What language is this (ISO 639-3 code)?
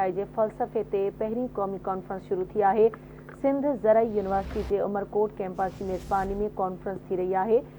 snd